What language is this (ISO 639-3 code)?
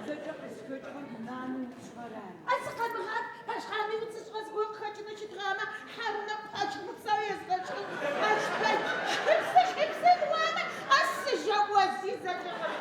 ady